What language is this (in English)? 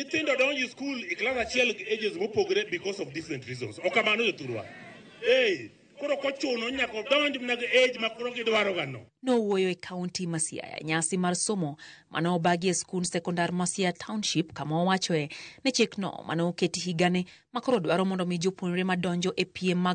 Luo (Kenya and Tanzania)